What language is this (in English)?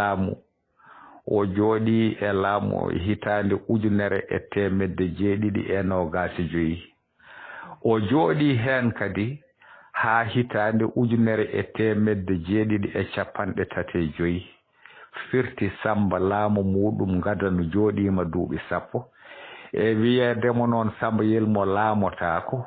Fula